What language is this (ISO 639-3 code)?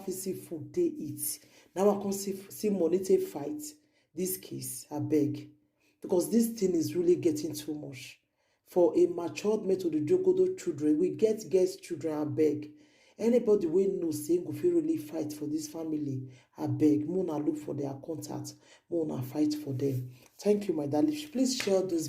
pcm